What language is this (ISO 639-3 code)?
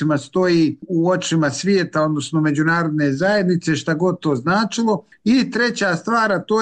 bos